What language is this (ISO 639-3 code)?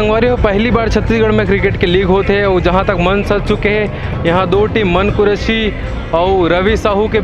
hne